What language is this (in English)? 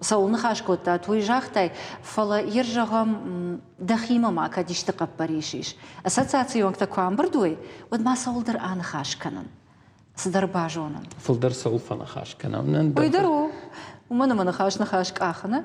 Ossetic